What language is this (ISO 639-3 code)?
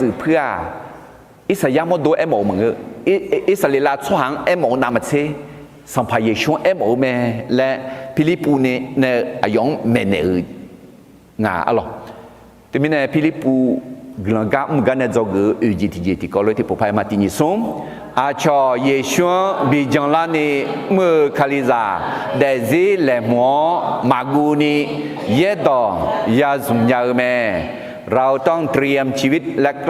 ahk